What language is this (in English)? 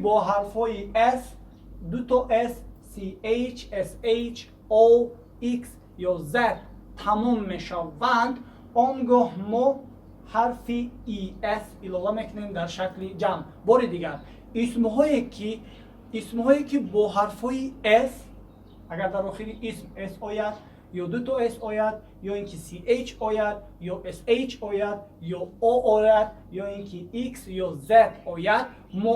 Tajik